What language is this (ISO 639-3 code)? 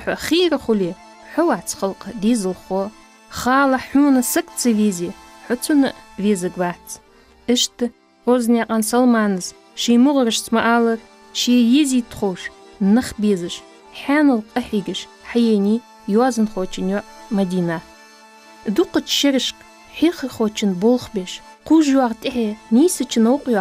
inh